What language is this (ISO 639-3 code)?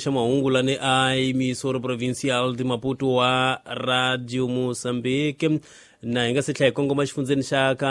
tso